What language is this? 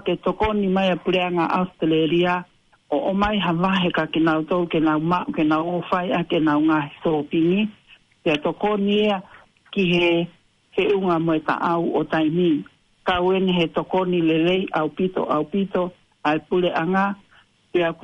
Tongan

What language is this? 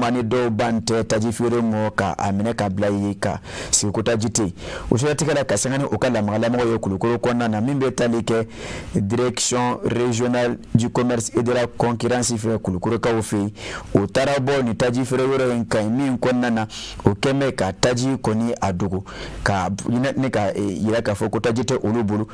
Bambara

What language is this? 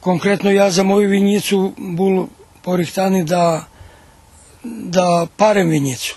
Rusyn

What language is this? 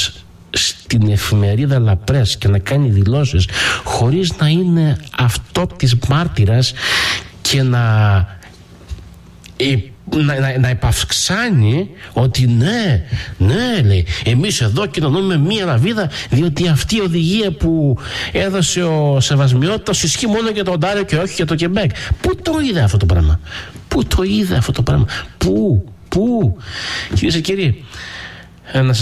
Greek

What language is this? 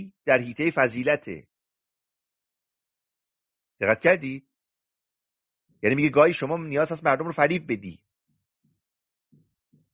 Persian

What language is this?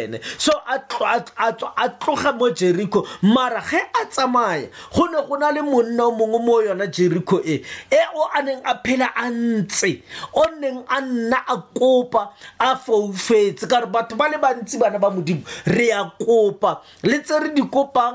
Tswana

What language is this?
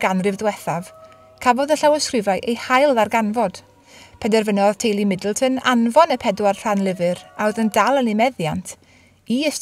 Welsh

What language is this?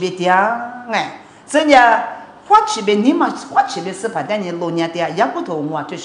Lisu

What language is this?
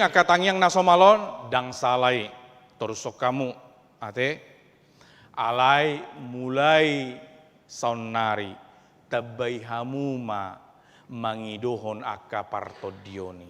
Batak Toba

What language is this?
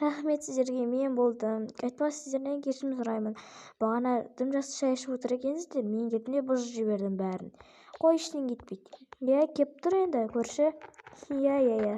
Kazakh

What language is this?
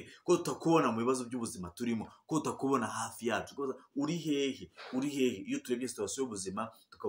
Kinyarwanda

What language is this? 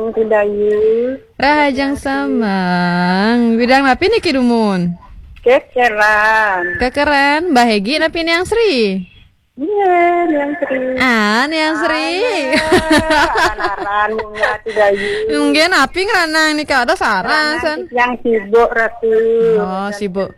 Balinese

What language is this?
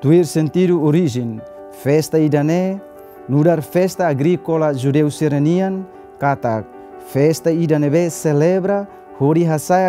Tetum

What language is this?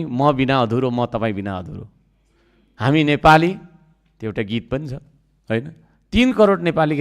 Nepali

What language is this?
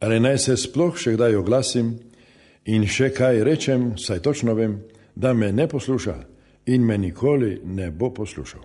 Slovenian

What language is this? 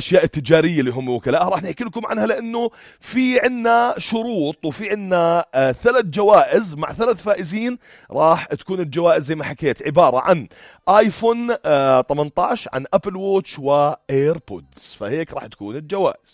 North Levantine Arabic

